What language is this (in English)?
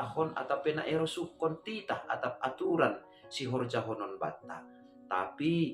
Batak Simalungun